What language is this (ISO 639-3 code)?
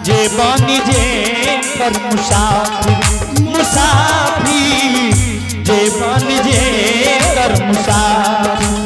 anp